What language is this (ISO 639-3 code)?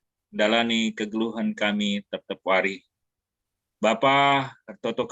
btx